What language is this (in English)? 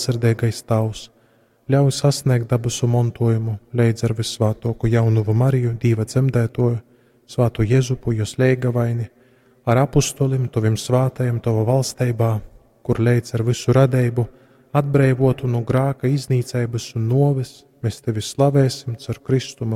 Latgalian